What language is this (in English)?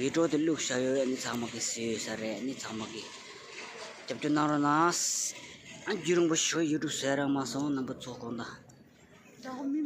Tibetan